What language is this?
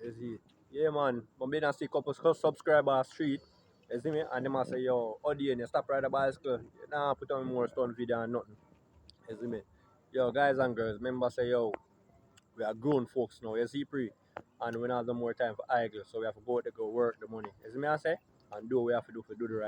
Jamaican Creole English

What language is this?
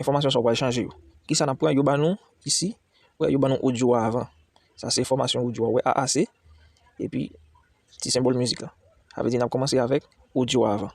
Haitian Creole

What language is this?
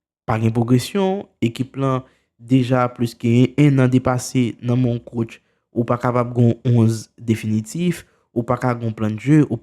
Haitian Creole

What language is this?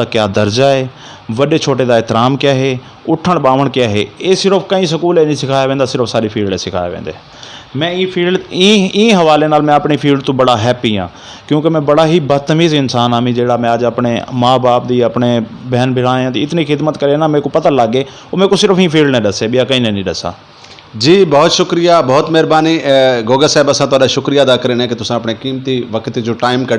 Saraiki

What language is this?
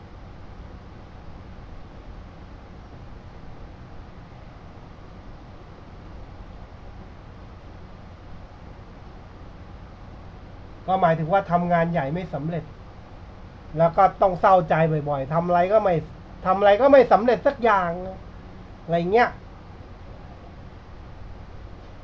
Thai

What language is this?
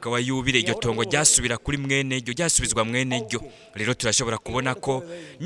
Rundi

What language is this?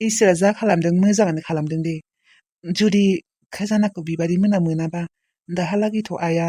Bodo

